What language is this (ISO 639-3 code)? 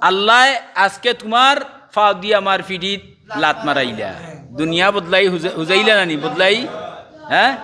syl